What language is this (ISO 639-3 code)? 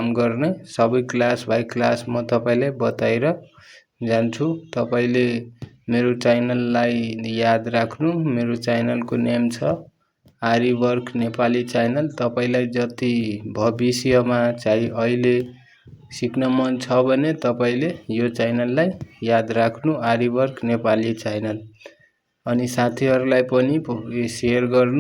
nep